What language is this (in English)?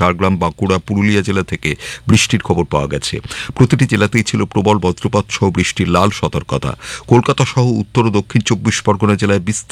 Bangla